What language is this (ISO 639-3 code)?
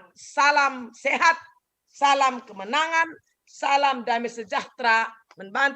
btx